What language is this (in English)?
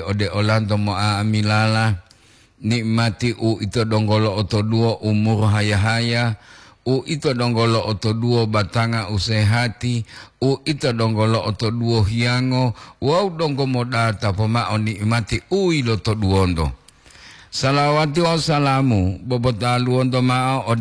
Gorontalo